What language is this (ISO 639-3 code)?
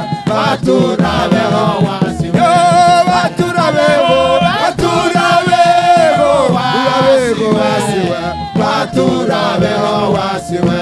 kin